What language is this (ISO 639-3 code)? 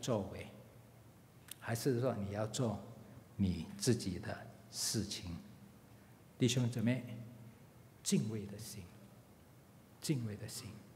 zho